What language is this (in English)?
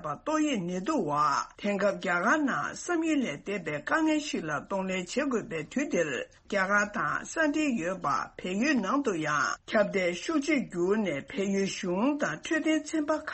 Tibetan